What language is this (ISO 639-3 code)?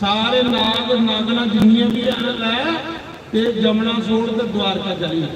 doi